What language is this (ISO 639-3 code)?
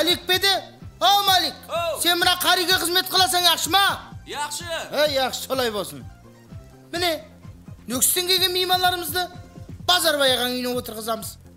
kaa